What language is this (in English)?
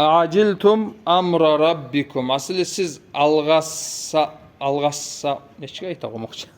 Kumyk